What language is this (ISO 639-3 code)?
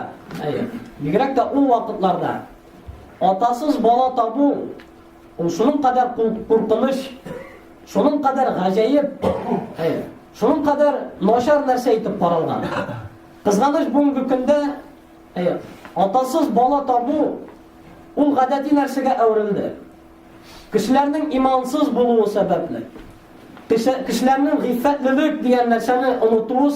tat